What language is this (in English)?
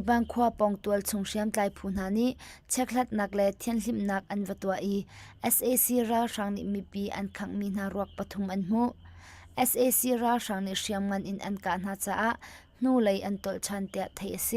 Hakha Chin